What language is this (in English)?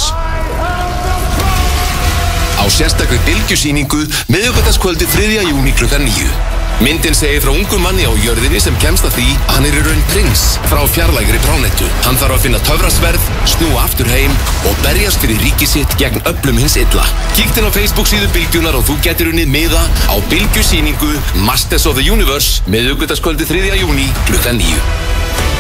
Icelandic